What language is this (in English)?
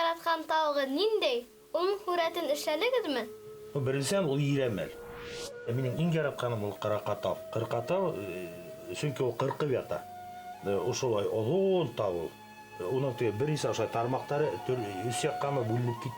Bashkir